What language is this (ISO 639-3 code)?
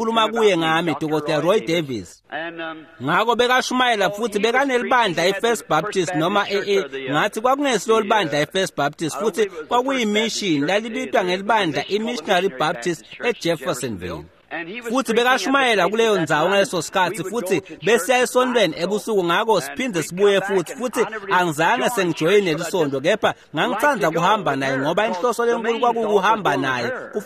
ssw